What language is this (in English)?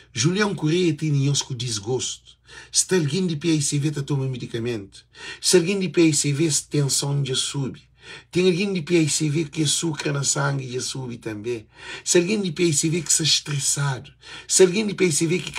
Kabuverdianu